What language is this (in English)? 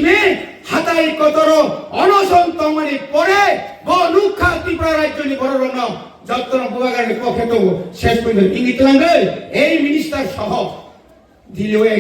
Kok Borok